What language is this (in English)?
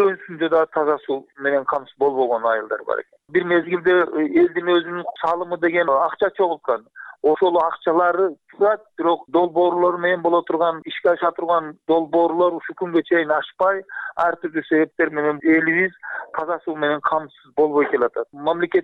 Kyrgyz